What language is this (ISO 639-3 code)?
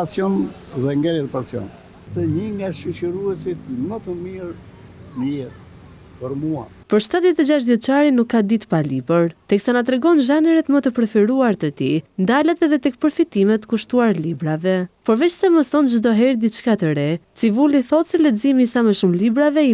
sqi